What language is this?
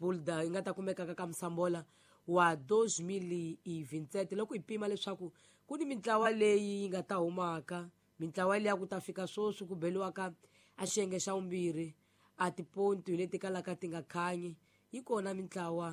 Tsonga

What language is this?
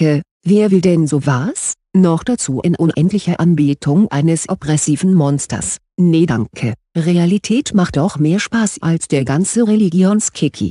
German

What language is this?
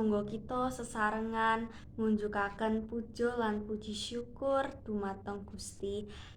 Javanese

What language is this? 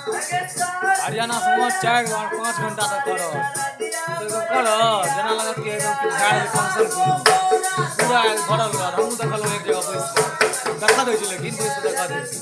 Maithili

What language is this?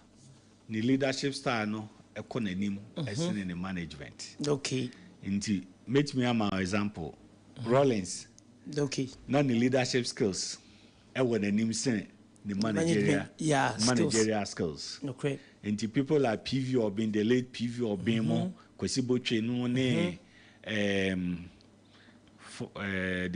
Akan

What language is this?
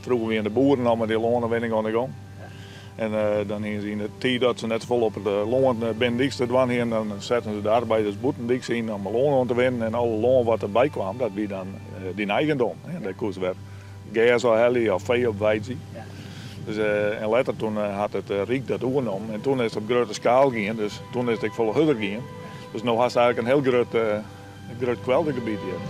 Western Frisian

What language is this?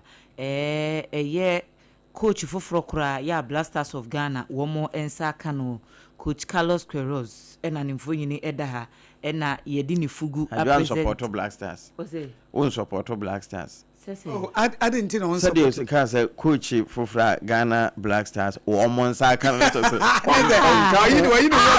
Akan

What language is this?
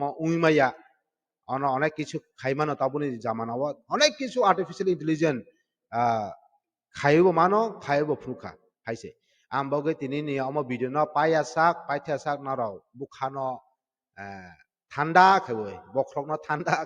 Kok Borok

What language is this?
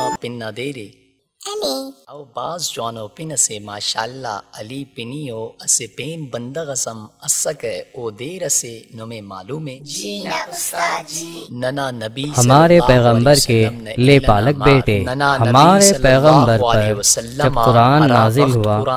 Brahui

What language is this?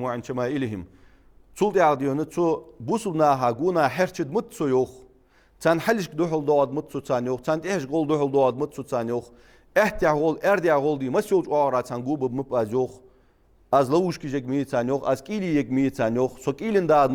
Ingush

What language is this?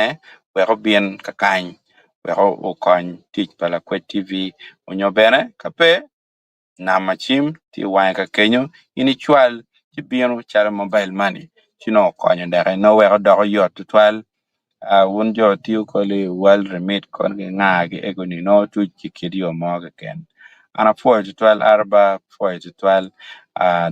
Acoli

